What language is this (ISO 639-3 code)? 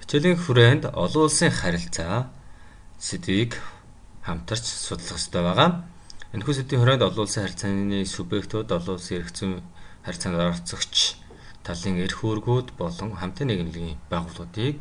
mon